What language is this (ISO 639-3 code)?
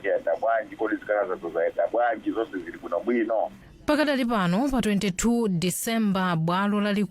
nya